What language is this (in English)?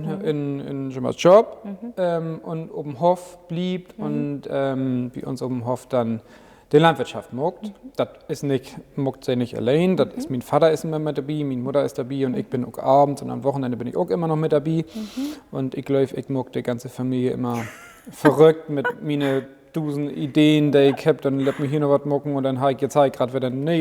Low German